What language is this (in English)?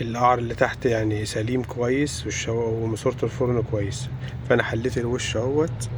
Egyptian Arabic